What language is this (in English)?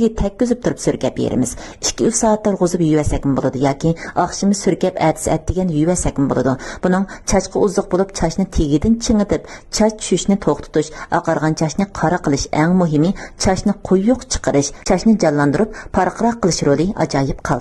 Uyghur